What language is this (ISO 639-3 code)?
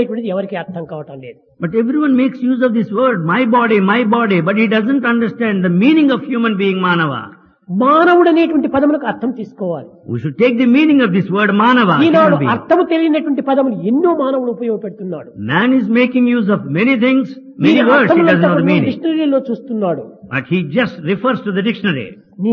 tel